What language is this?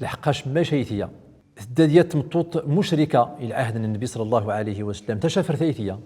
Central Atlas Tamazight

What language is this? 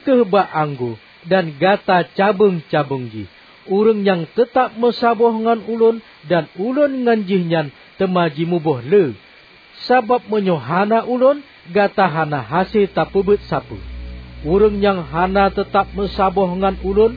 Achinese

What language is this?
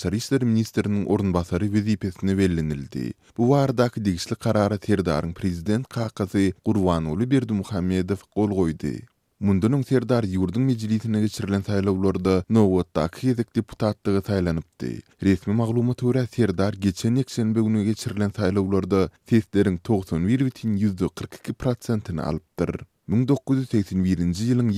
Turkmen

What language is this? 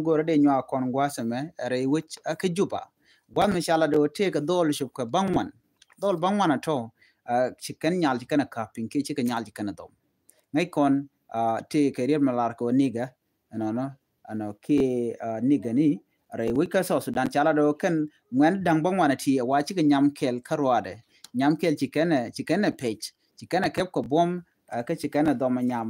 Nuer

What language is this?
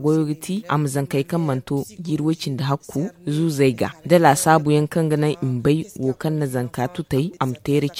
Zarma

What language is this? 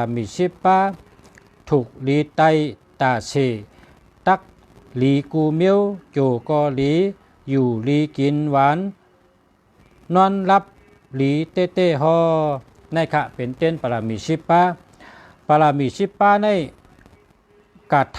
Shan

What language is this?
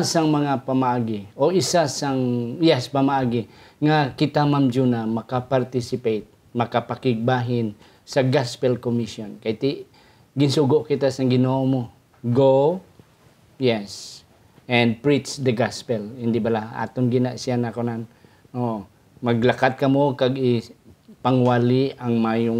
Hiligaynon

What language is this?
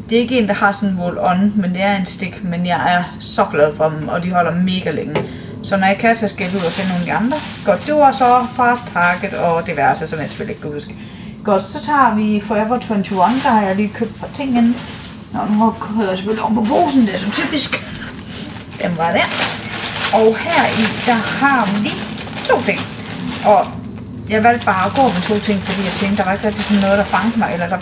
Danish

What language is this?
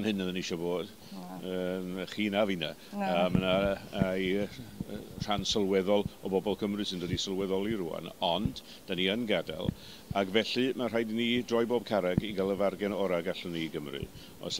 Welsh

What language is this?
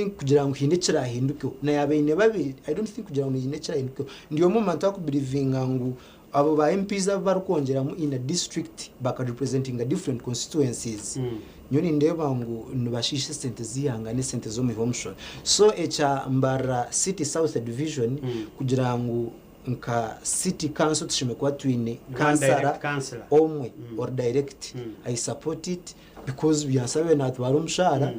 Nyankole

